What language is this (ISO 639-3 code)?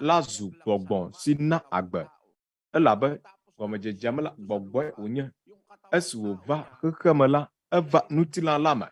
ewe